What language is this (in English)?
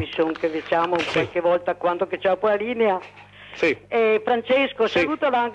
Italian